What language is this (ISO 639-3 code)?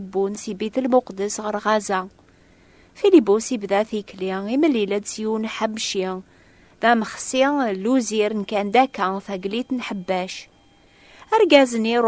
kab